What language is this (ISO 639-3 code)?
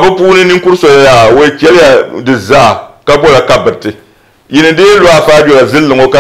dag